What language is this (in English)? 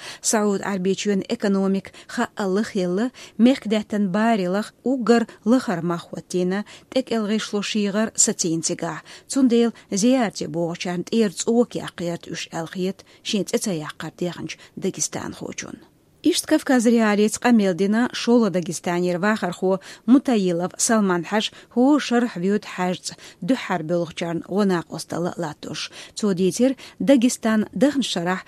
Chechen